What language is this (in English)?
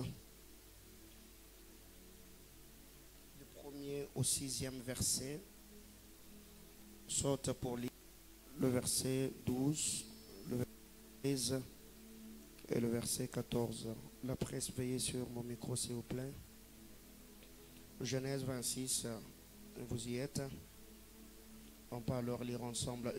French